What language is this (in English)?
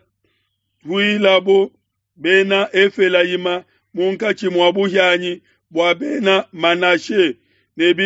Luba-Lulua